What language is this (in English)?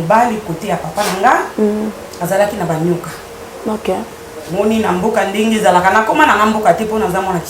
Lingala